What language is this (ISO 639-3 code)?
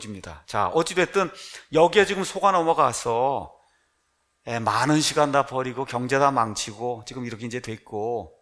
kor